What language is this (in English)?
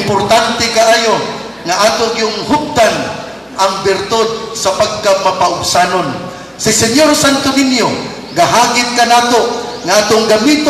Cebuano